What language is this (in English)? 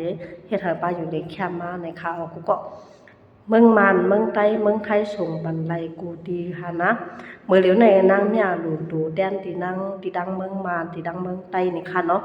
Shan